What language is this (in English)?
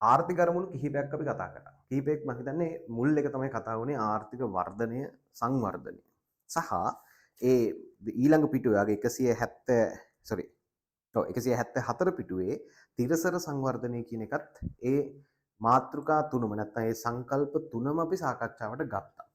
Sinhala